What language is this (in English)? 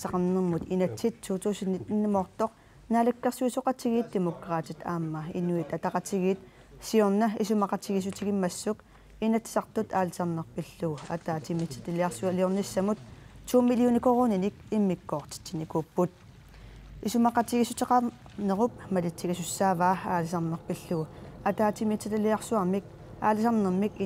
Kalaallisut